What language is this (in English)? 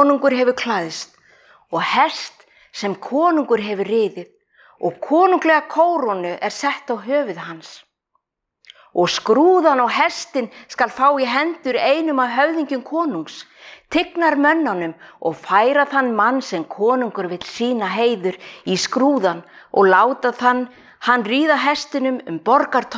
Icelandic